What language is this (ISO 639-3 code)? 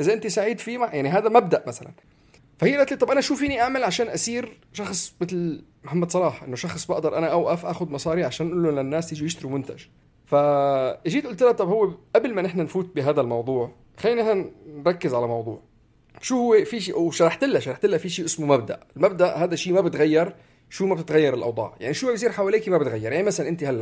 apc